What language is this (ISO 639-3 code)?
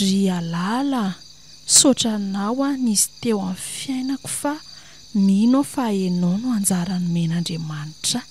mlg